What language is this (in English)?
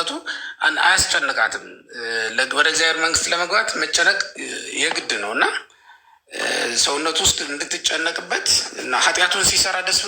Amharic